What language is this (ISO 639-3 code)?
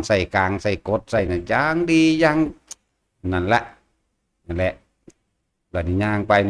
tts